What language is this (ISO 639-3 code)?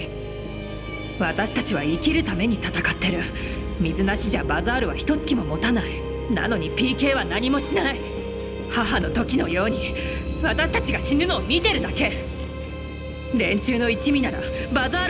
jpn